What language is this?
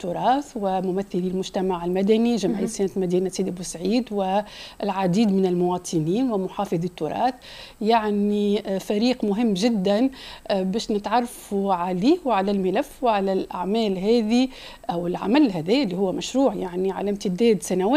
Tunisian Arabic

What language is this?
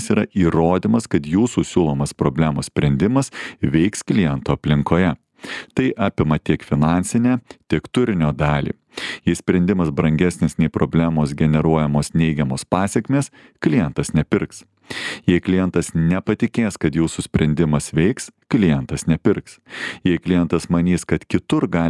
Lithuanian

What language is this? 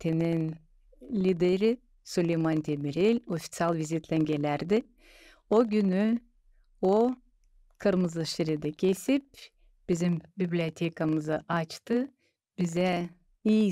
Gagauz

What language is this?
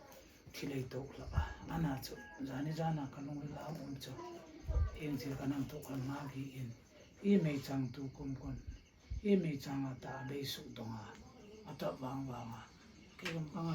Hmar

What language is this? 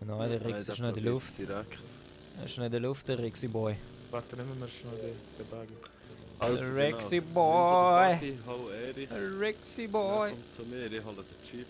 Swiss German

